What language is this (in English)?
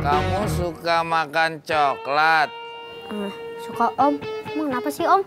Betawi